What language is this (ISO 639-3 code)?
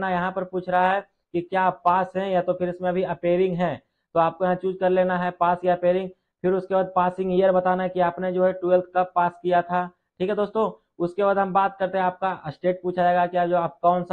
hin